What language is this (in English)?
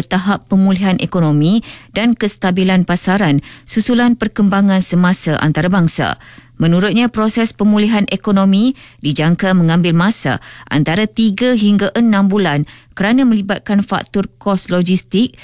Malay